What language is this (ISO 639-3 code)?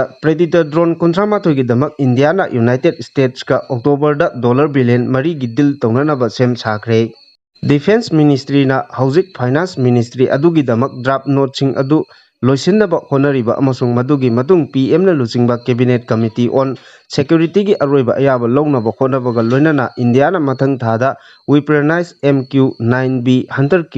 mni